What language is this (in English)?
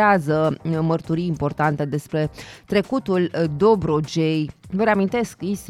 Romanian